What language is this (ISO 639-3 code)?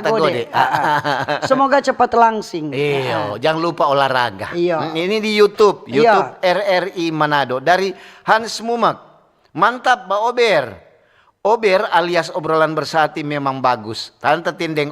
xmm